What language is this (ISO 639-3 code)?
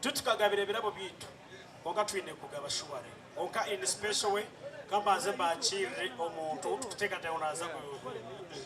nyn